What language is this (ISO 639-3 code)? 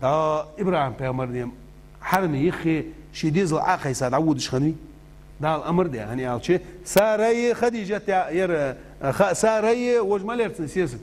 inh